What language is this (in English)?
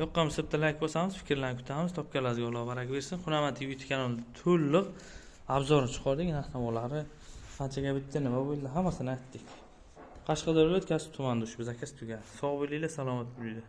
Uzbek